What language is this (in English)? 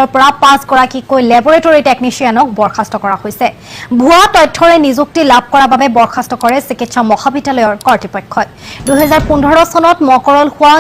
Assamese